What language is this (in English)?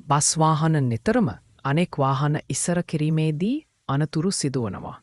Sinhala